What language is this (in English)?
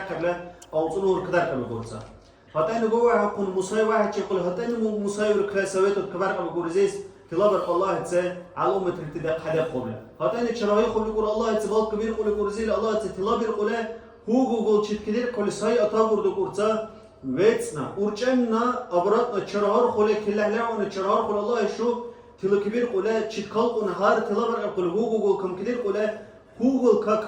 Dargwa